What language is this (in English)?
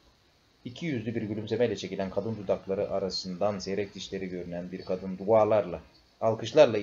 Turkish